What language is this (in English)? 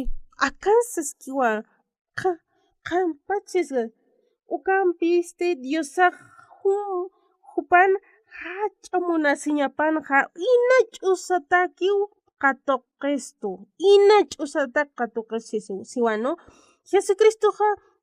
Aymara